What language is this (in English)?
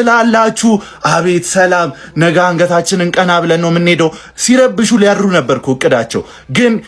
Amharic